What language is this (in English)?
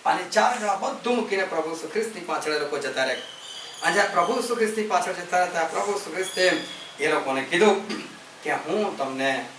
Gujarati